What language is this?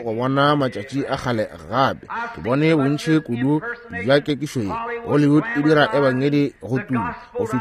Northern Sotho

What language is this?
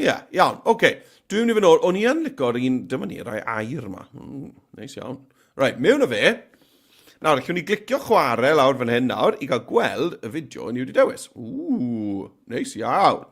Welsh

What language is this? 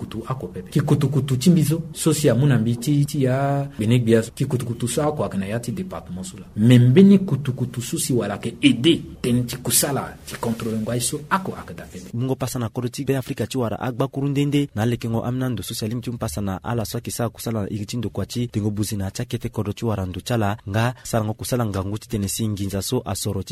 Sango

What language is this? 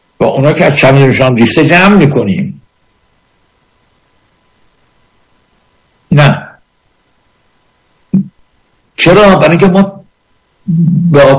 Persian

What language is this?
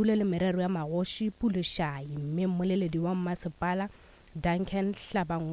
Northern Sotho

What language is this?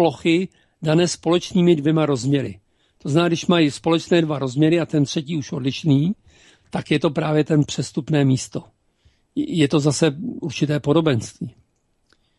Czech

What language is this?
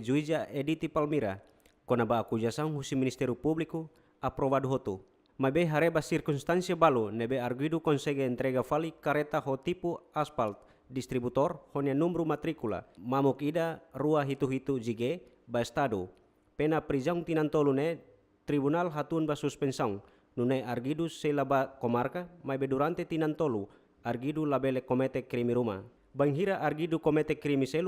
Tetum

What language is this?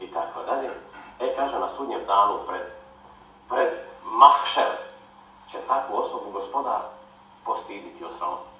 Bosnian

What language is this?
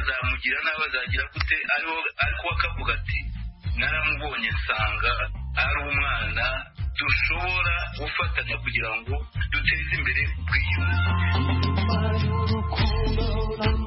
Kinyarwanda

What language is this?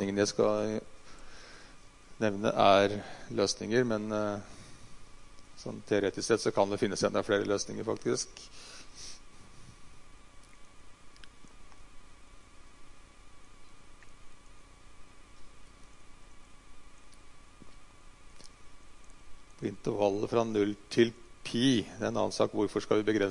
Norwegian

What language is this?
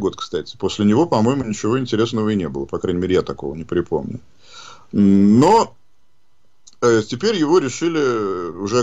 Russian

